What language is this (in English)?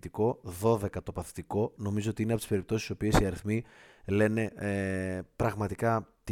Greek